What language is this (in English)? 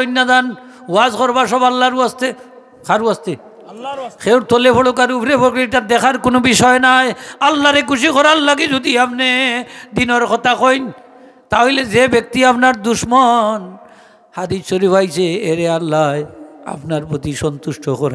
Sylheti